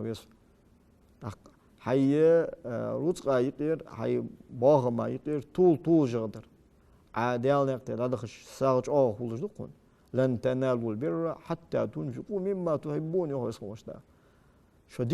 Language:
Ingush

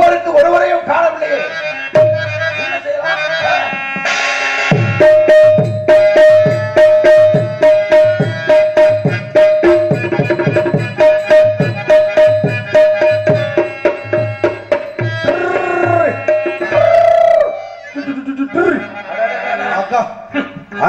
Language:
Tamil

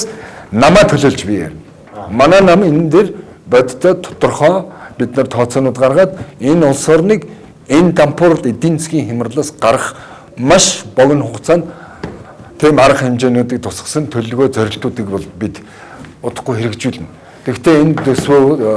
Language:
Mongolian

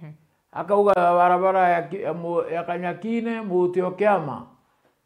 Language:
Meru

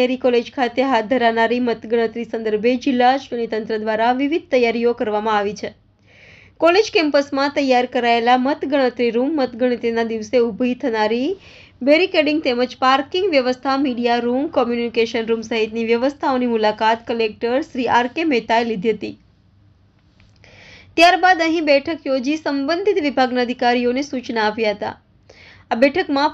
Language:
Gujarati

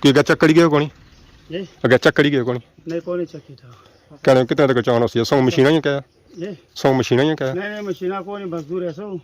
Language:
Pahari-Potwari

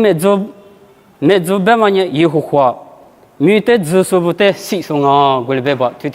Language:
Lisu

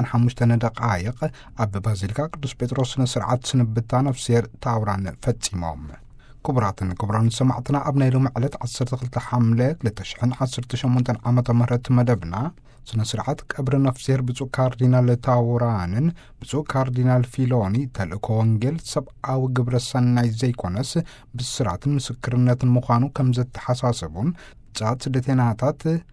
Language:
Tigrinya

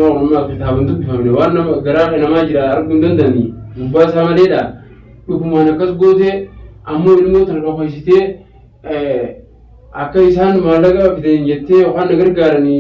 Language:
Oromo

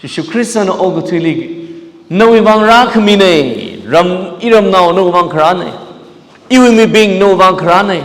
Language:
Tangkhul Naga (India)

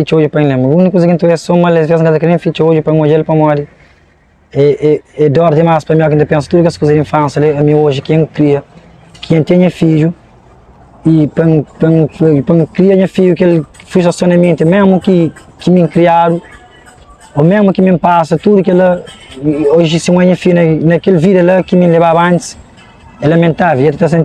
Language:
Kabuverdianu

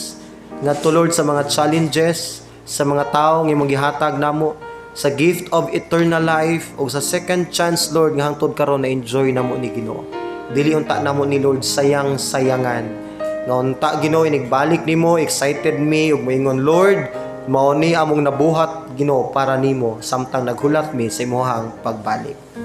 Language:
Cebuano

